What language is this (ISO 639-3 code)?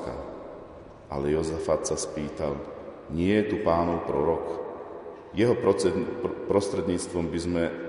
slk